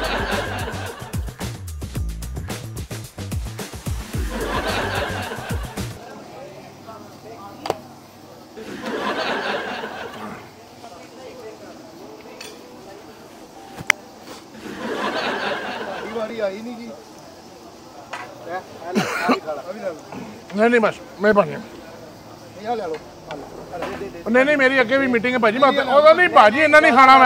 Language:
Punjabi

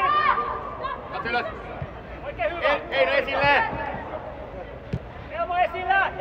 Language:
Finnish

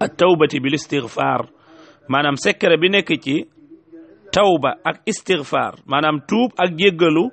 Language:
Wolof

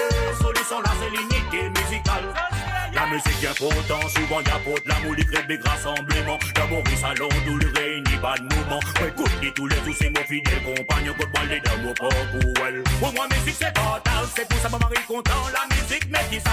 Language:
Morisyen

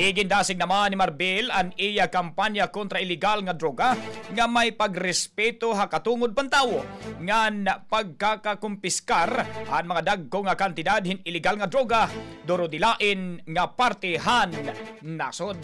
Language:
Waray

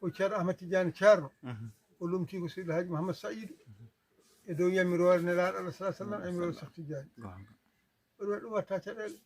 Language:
Fula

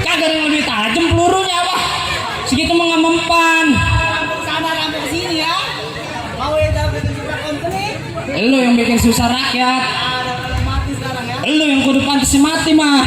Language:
Betawi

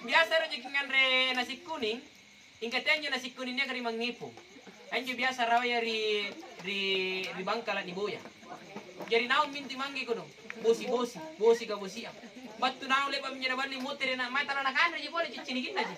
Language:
Makasar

